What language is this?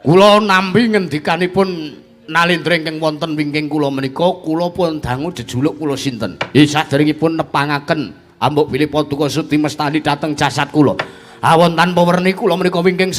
Javanese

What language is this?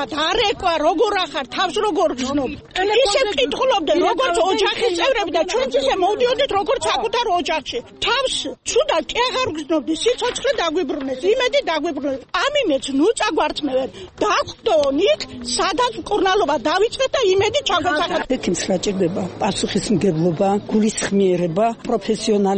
Georgian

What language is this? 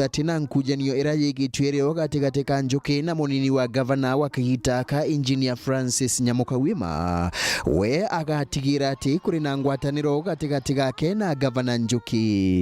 Meru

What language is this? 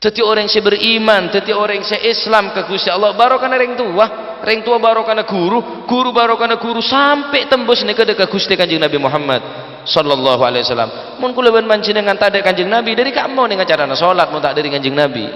Madurese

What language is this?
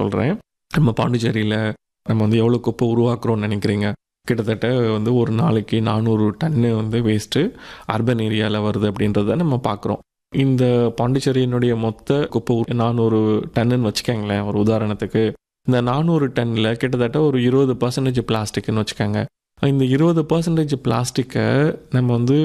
Tamil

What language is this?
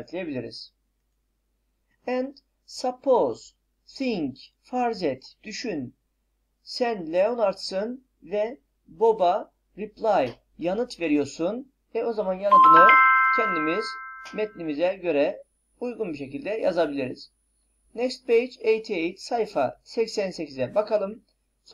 Turkish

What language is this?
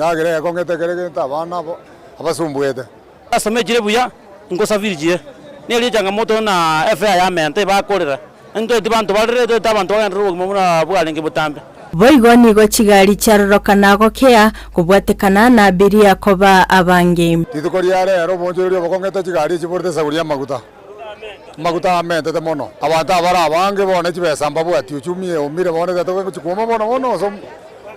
Gusii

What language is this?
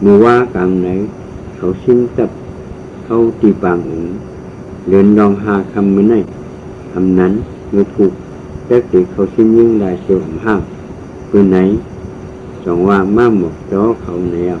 Shan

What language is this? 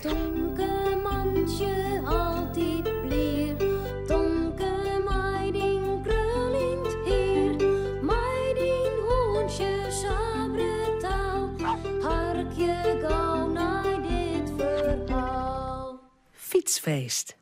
Western Frisian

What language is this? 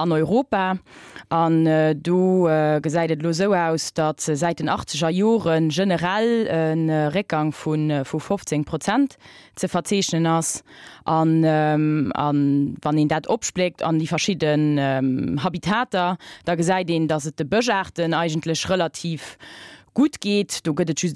Luxembourgish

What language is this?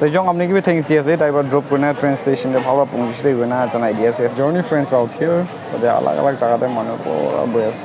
Naga Pidgin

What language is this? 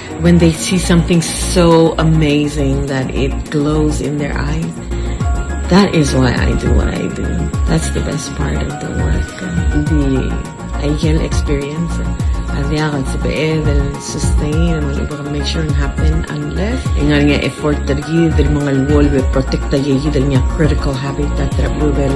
Palauan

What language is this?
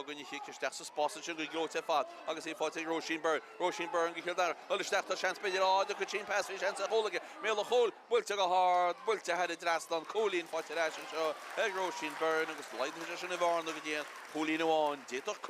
Irish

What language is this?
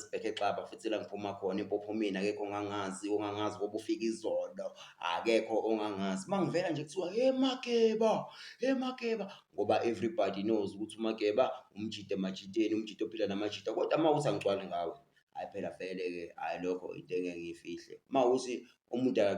Zulu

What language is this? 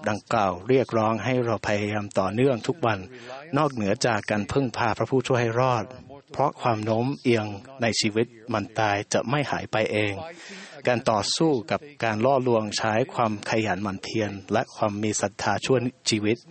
Thai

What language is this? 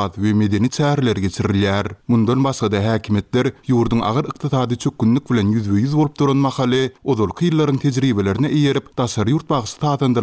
Turkmen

